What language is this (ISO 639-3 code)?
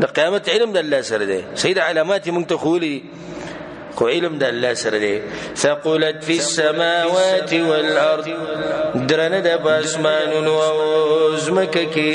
pus